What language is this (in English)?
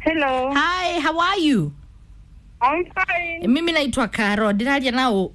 Kikuyu